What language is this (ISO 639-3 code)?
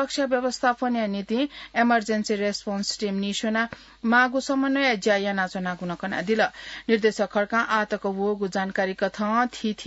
new